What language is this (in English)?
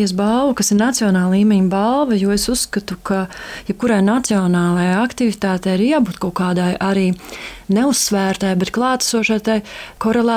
Latvian